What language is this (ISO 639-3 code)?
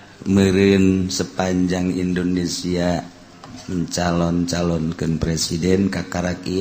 sun